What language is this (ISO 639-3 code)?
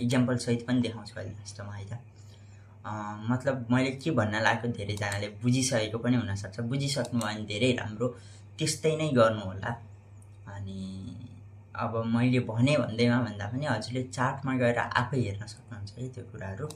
nep